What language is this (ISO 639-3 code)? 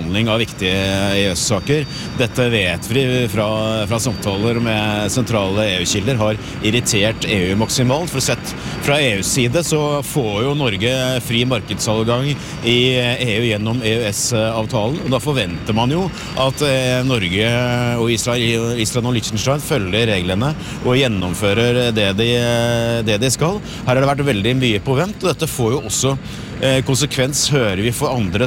nor